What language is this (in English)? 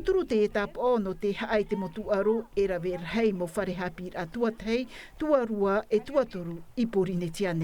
Tahitian